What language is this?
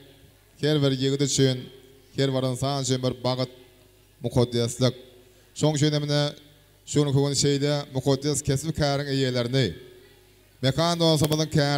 Turkmen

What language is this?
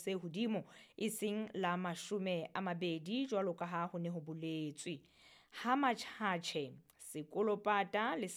Southern Sotho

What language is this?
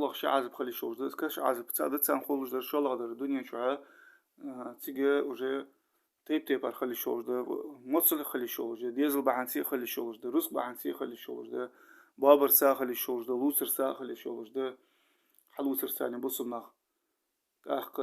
Ingush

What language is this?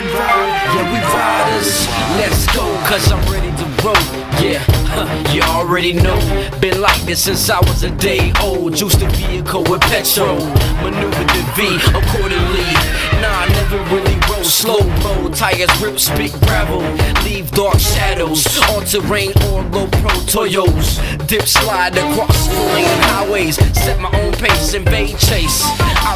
English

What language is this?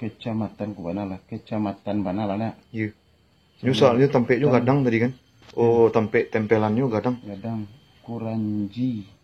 Minangkabau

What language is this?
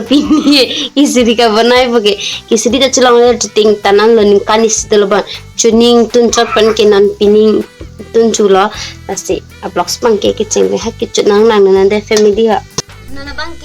Karbi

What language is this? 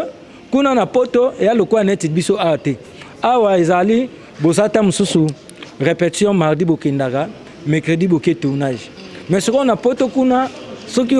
Lingala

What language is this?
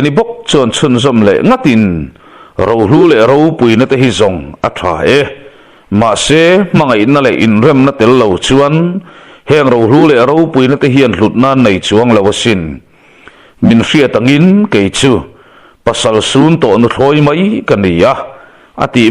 Mizo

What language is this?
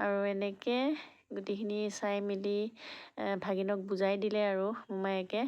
Assamese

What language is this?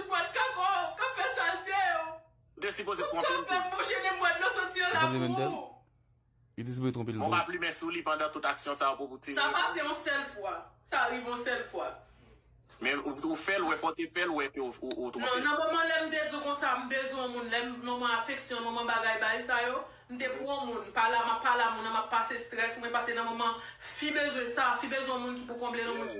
Haitian Creole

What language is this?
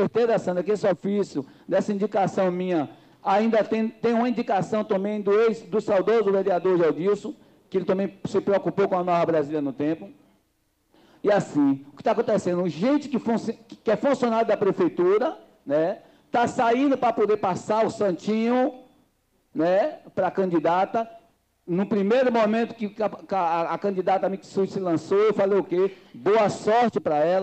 Portuguese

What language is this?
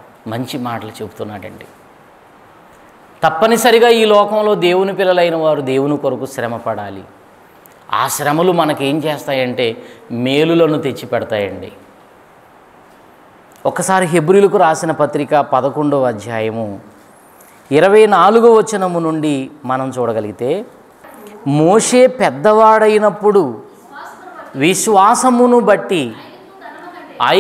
Telugu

